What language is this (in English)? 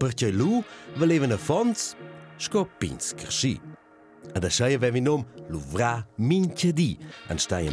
Romansh